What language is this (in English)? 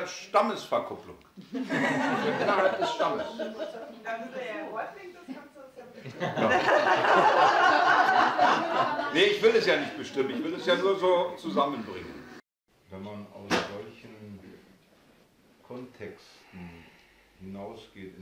German